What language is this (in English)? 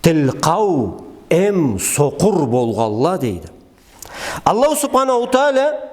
Karachay-Balkar